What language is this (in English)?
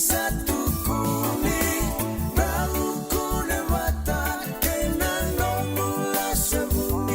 Fijian